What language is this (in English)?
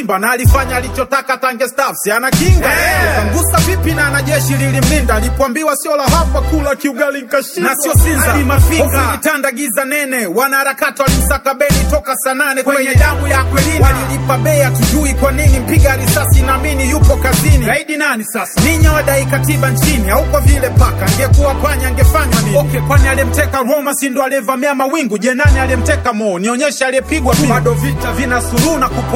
Swahili